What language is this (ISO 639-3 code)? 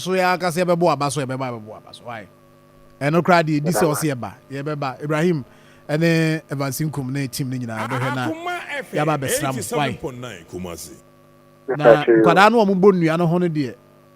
aka